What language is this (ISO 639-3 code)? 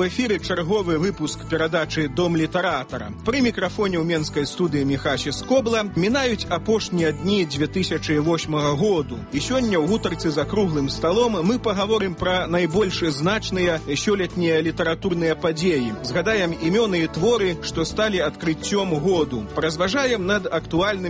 bel